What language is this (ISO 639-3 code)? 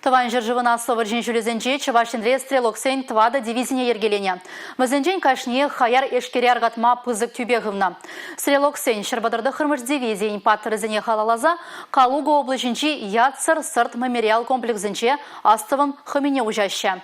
chv